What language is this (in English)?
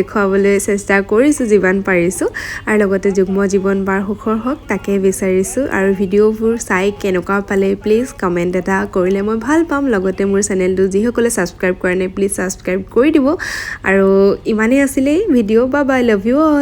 Assamese